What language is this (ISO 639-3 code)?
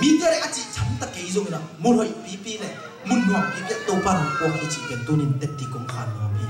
ctd